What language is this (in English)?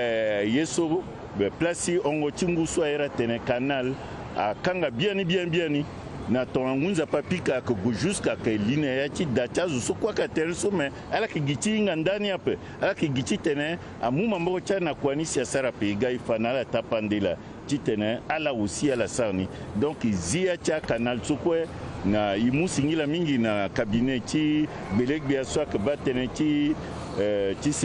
Sango